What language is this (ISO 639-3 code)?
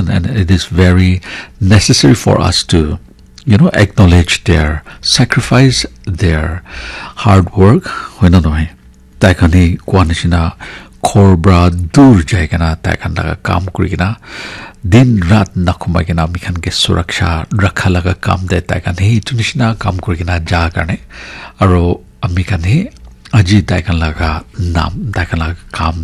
nag